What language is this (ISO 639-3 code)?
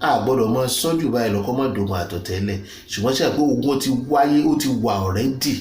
yor